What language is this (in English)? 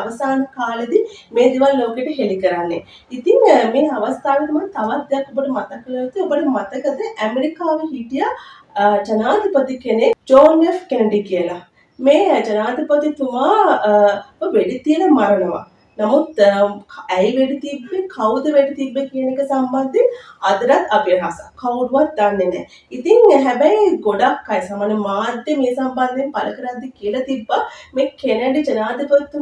Sinhala